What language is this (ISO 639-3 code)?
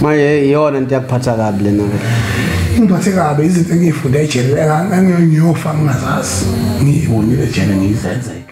zul